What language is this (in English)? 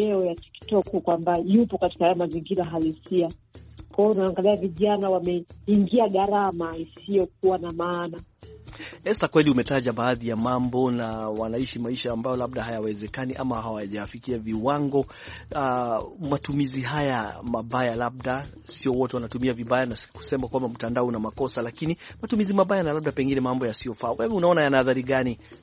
Swahili